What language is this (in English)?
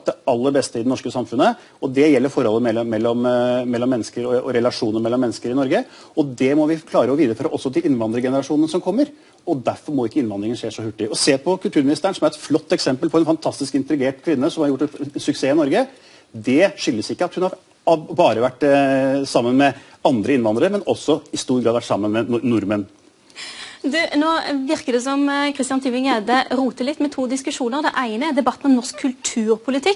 Norwegian